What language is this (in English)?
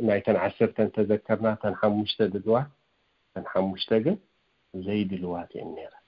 Tigrinya